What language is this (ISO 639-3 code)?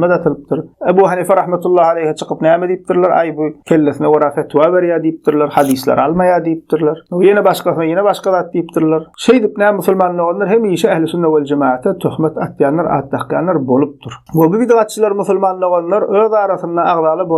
tuk